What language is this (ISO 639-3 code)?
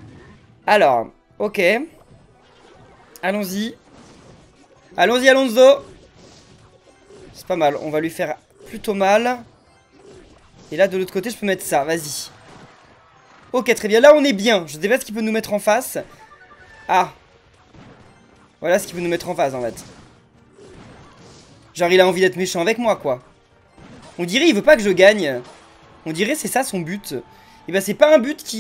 fra